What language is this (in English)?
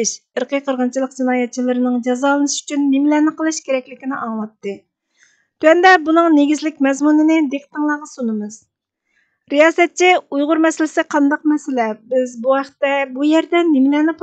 Uyghur